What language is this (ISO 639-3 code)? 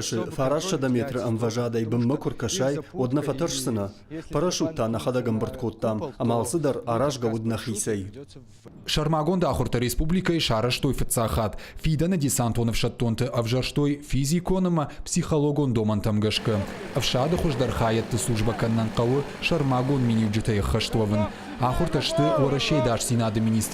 oss